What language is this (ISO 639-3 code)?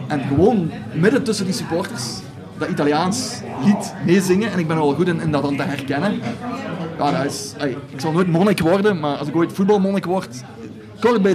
nld